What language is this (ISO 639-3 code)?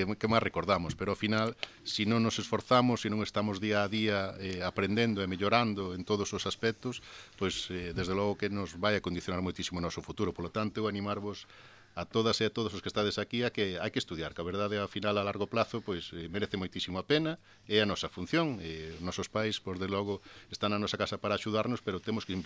glg